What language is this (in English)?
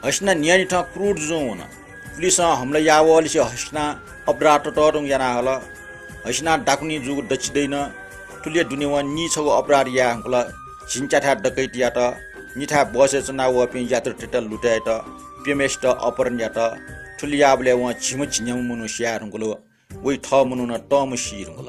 Newari